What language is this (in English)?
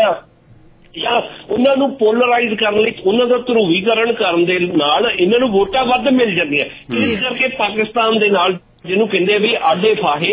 Punjabi